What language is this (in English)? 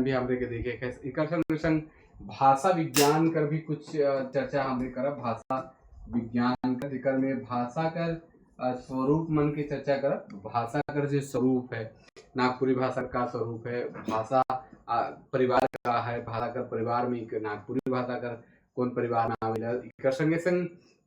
Sadri